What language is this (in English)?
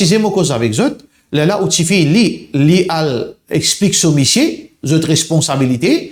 Morisyen